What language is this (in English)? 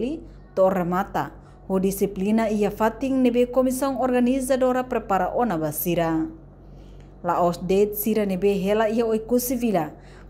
Tetum